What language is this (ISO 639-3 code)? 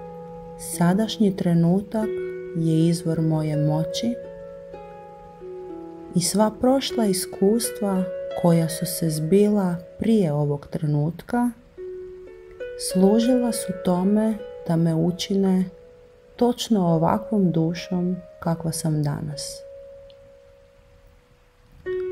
hrv